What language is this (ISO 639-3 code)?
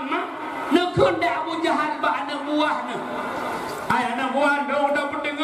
ace